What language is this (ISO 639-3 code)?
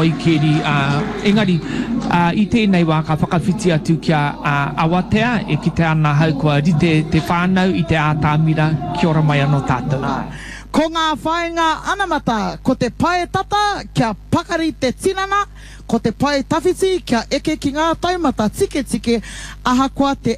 mri